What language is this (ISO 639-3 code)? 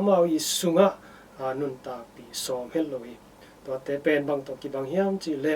ctd